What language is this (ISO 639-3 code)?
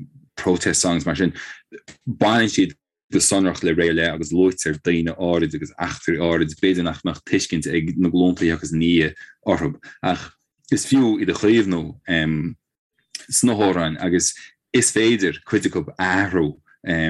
gle